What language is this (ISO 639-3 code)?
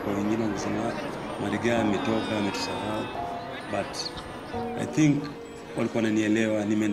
swa